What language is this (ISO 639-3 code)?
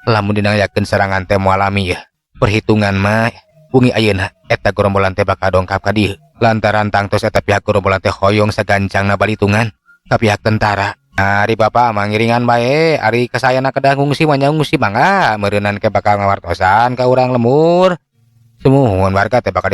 sun